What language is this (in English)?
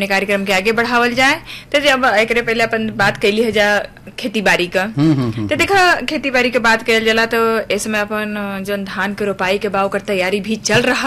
Bhojpuri